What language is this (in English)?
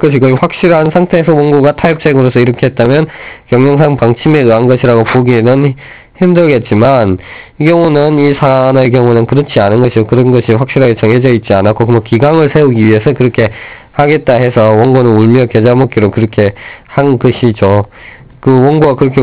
Korean